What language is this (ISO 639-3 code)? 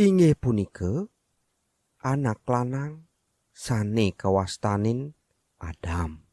ban